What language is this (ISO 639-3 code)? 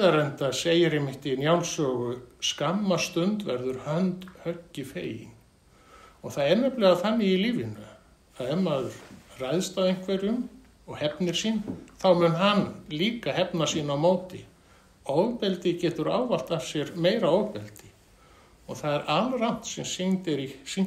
isl